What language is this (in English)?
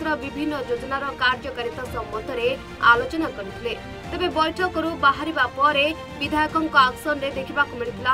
Odia